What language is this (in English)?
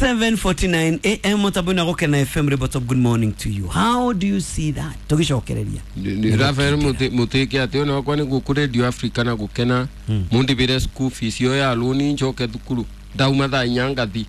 Kikuyu